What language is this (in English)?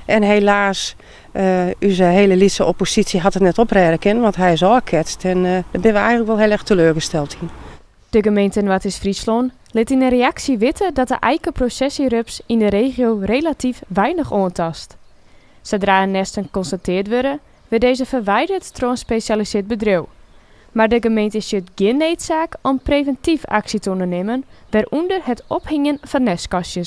Western Frisian